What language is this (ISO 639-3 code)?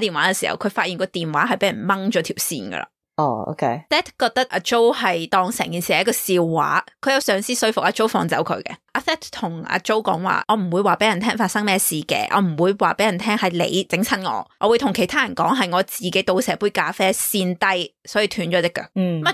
yue